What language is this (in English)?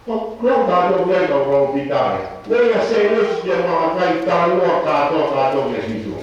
Tongan